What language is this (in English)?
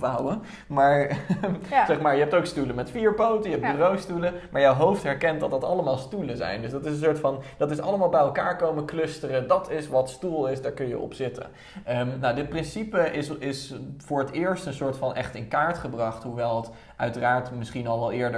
Dutch